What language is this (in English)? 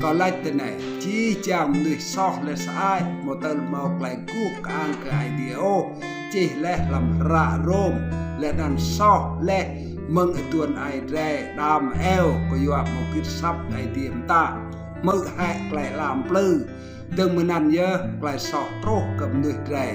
Rade